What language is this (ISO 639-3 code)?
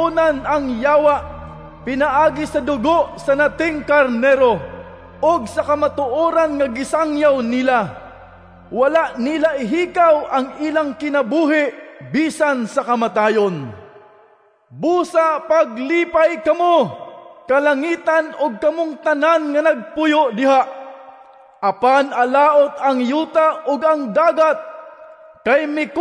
ceb